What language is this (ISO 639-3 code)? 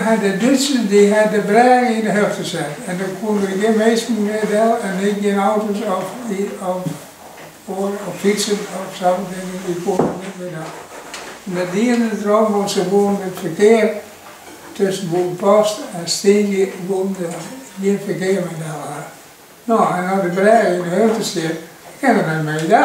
fry